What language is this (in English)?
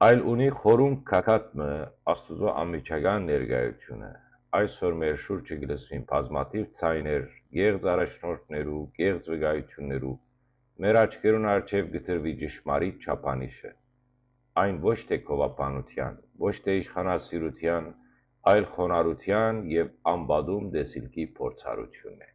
Western Armenian